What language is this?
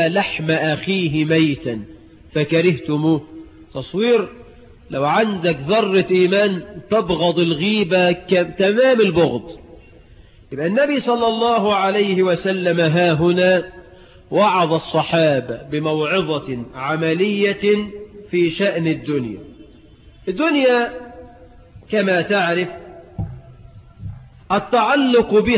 Egyptian Arabic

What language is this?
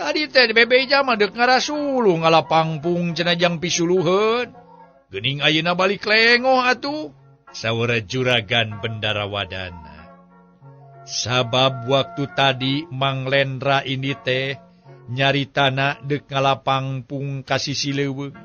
Sundanese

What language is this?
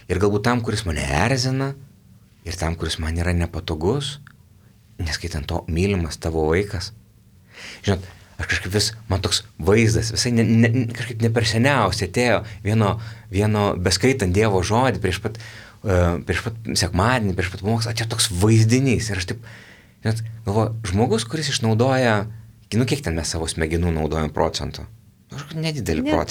Lithuanian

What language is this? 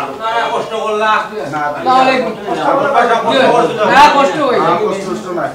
Sylheti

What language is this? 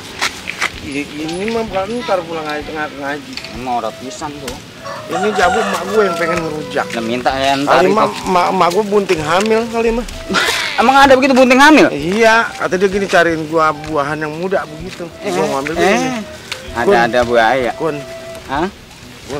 Betawi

